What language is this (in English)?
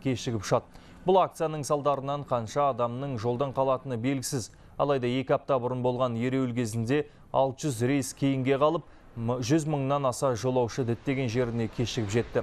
Kazakh